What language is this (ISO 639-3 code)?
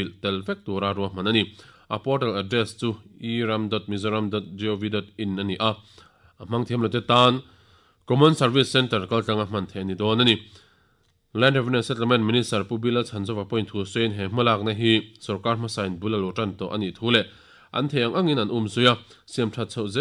lus